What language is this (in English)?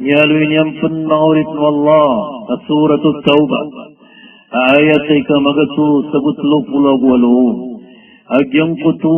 Maranao